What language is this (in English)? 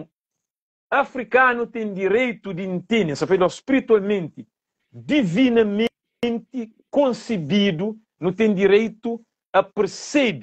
Kabuverdianu